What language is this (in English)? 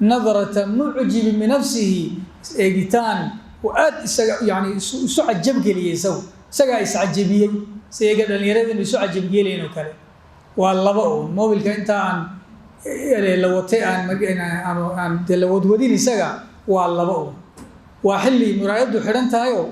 Somali